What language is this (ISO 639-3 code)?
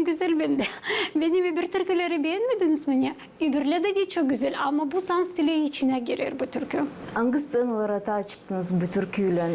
gag